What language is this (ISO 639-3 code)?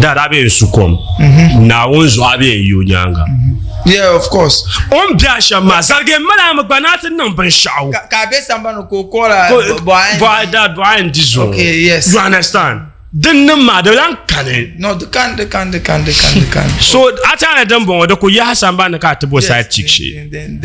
dag